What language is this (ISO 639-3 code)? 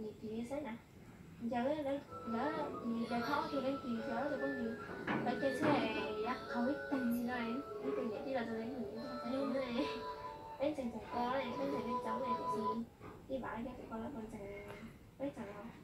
hmn